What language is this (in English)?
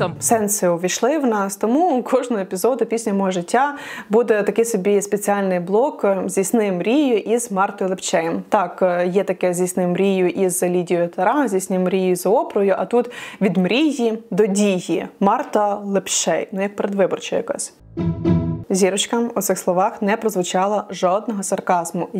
Ukrainian